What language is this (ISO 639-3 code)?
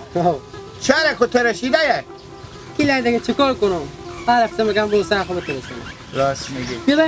haz